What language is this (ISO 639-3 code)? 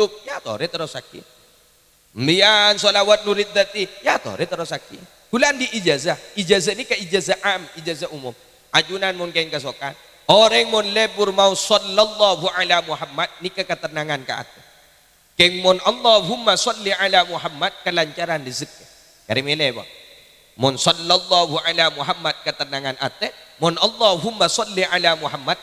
mad